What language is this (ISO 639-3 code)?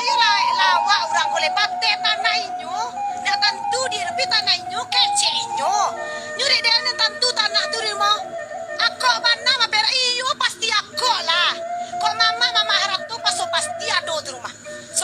min